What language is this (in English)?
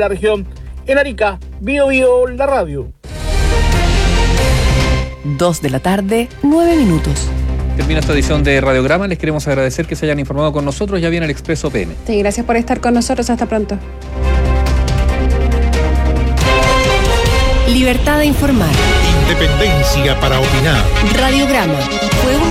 Spanish